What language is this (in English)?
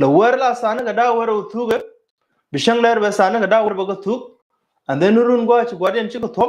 Nuer